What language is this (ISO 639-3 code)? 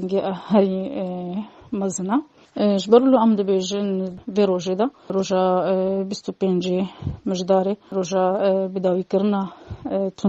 kur